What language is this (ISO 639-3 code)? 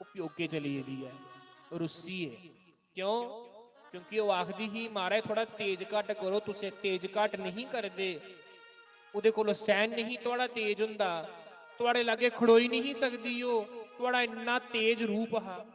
doi